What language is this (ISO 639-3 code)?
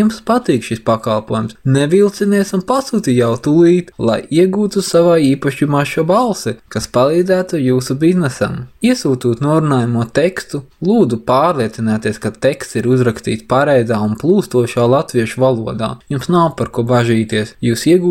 lav